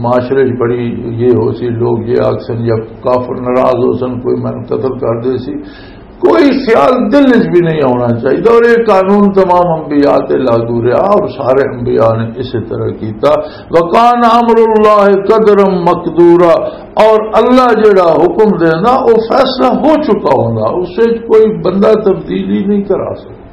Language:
Western Panjabi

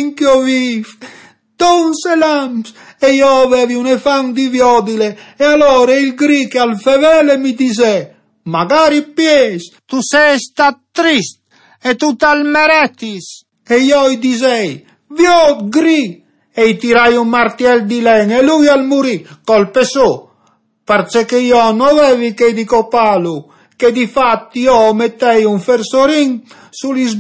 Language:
Friulian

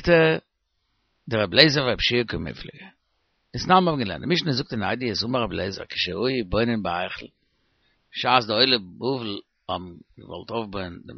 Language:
Yiddish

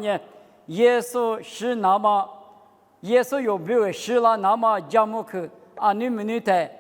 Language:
Lisu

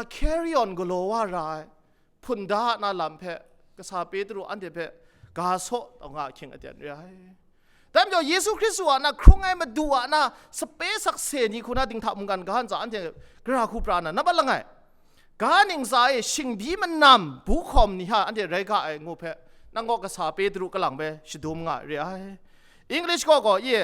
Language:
Kachin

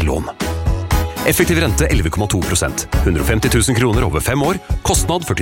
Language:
Norwegian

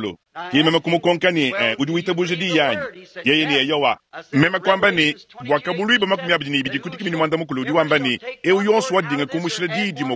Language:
Luba-Lulua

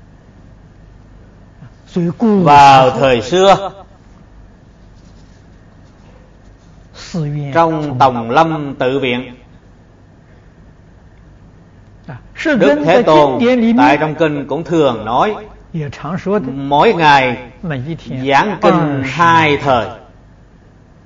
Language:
Vietnamese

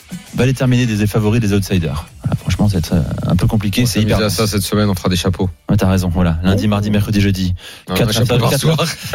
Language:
French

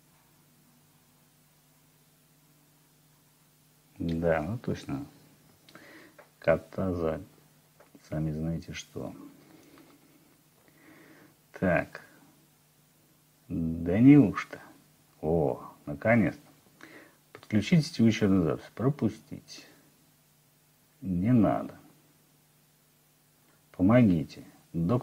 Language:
Russian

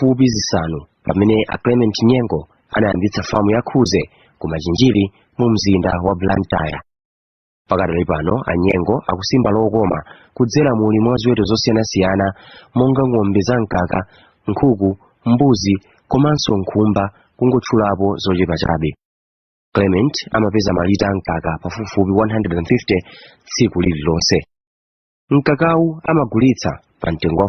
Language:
Nyanja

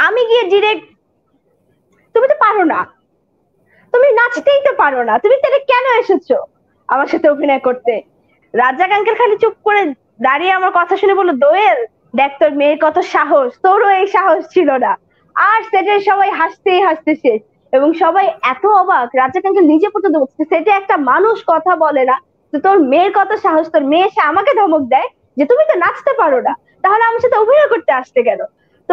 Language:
Bangla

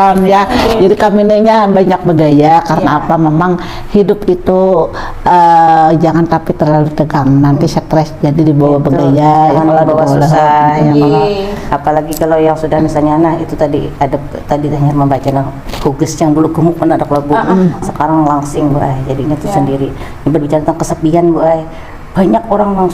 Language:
Banjar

